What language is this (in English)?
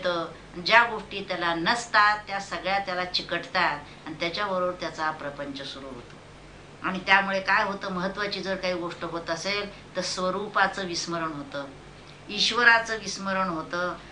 Marathi